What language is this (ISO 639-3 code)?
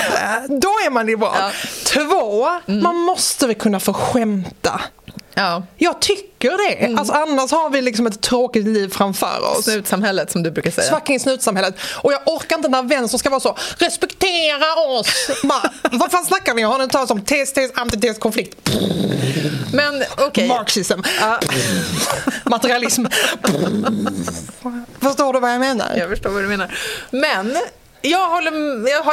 swe